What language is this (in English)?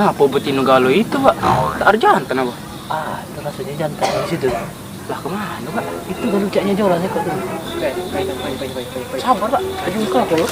Musi